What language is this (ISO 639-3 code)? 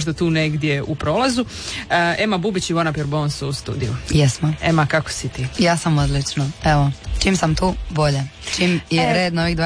hrv